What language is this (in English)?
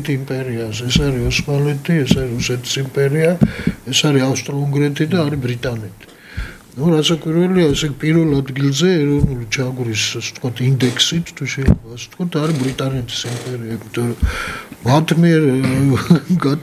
Georgian